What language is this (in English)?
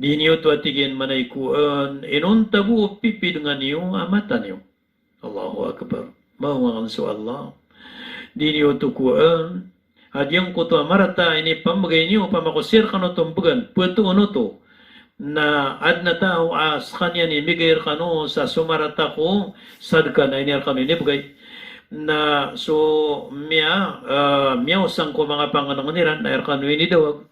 Maranao